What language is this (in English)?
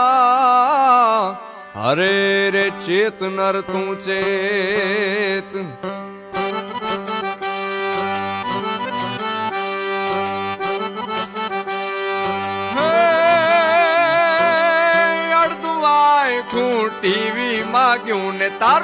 Gujarati